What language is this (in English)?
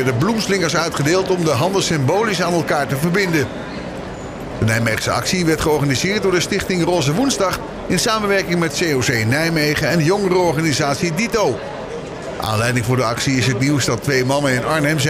Dutch